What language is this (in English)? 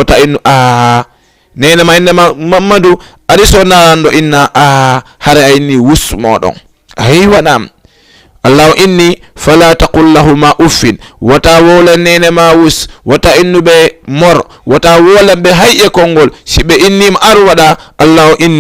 Fula